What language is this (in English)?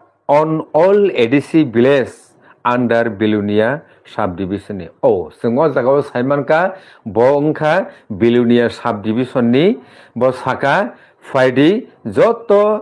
Kok Borok